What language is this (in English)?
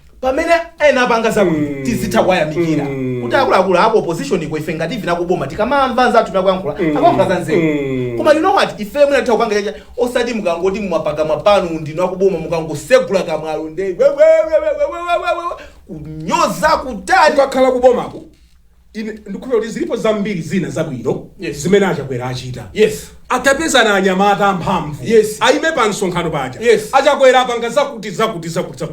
Nyanja